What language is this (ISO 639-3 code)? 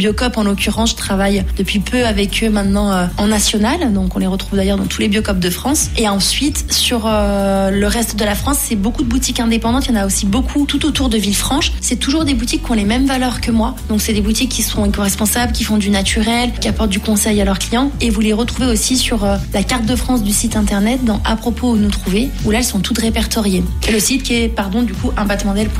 fra